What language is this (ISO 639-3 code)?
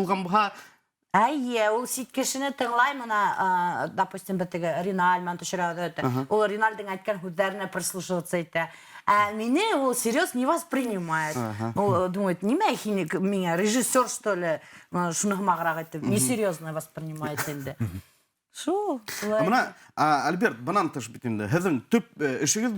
bak